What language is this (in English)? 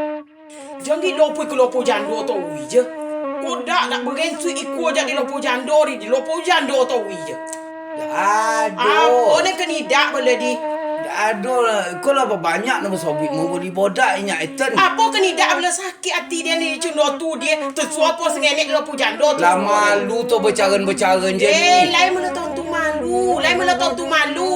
Minangkabau